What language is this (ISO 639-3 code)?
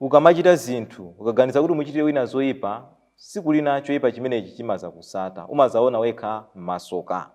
nya